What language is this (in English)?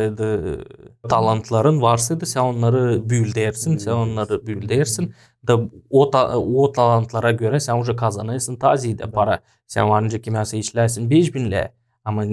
Gagauz